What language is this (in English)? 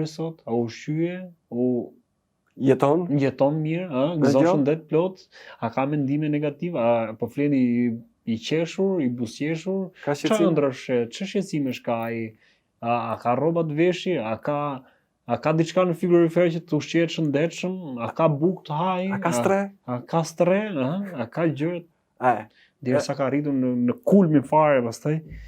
Albanian